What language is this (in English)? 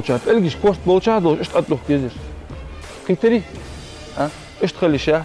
Ingush